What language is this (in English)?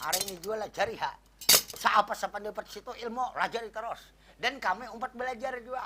Banjar